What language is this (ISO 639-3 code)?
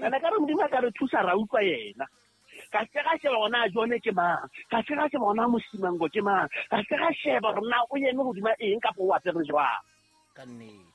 sot